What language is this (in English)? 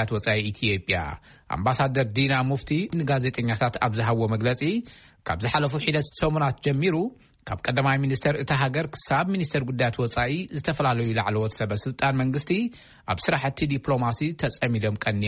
Tigrinya